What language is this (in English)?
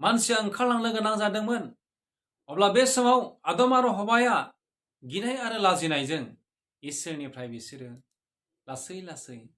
Bodo